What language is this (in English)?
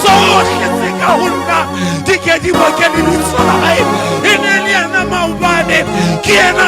Southern Sotho